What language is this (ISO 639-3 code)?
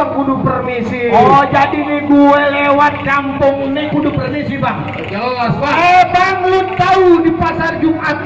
bew